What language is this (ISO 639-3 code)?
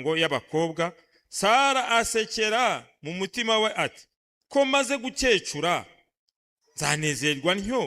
kin